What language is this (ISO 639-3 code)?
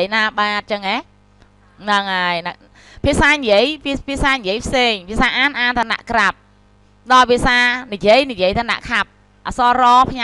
khm